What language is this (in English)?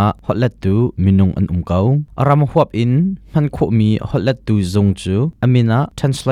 Hakha Chin